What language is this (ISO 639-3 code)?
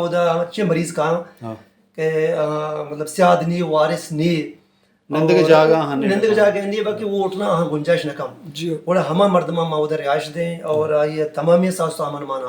bal